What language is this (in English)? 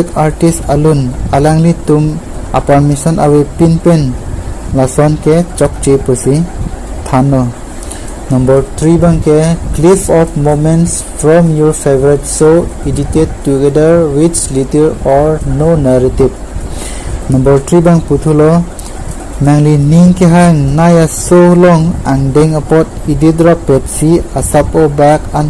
Karbi